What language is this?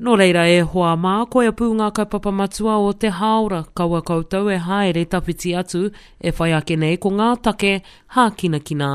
Māori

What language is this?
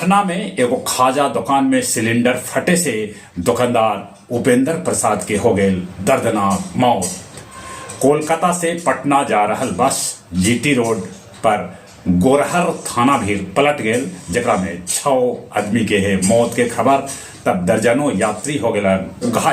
Magahi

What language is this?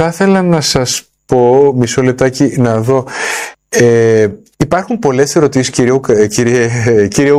Greek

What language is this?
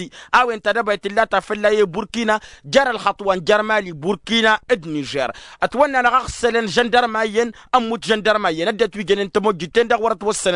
Tamasheq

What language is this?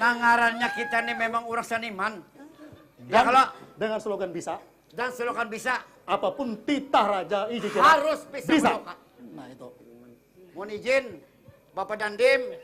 Banjar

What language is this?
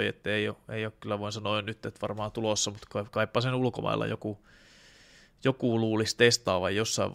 Finnish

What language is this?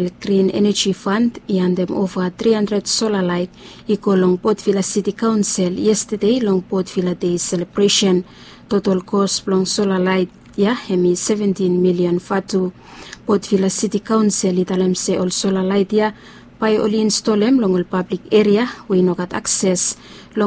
Bislama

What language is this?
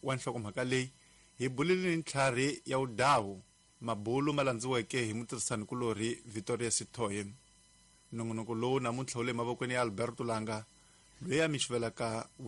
Tsonga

